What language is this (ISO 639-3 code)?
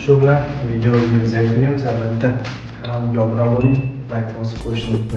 uzb